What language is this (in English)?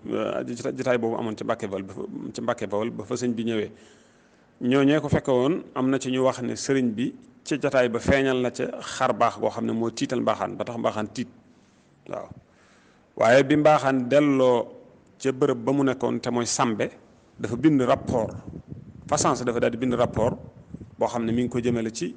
Wolof